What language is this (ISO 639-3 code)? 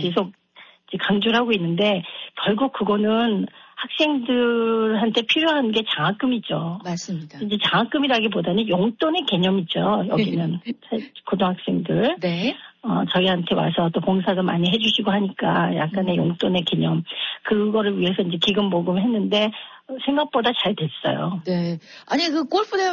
kor